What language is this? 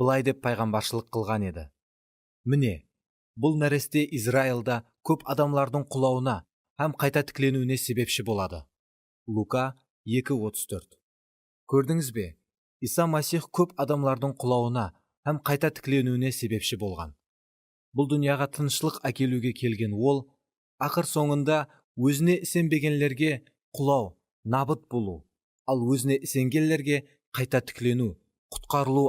Kara-Kalpak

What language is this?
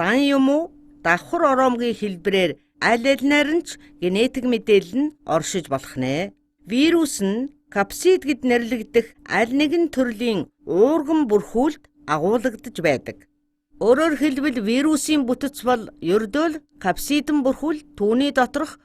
Mongolian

